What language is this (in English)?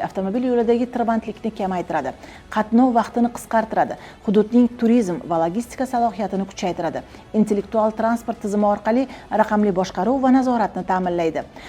Uzbek